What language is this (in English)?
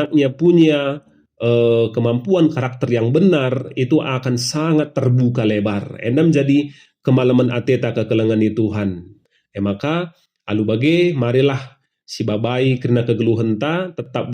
Batak Karo